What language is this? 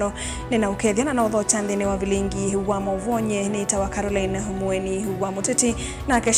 Kamba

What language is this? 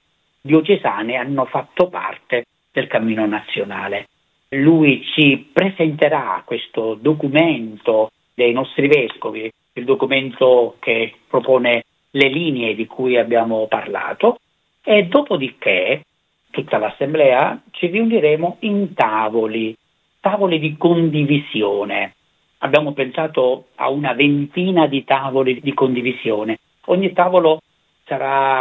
Italian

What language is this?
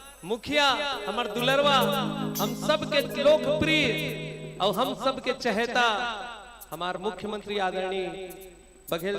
Chhattisgarhi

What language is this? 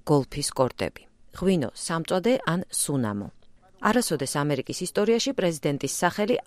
Georgian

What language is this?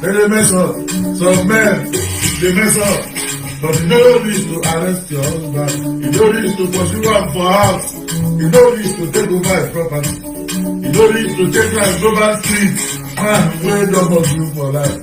Nigerian Pidgin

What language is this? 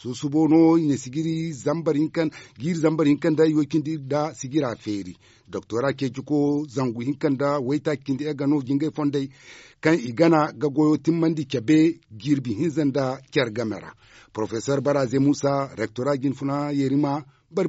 Zarma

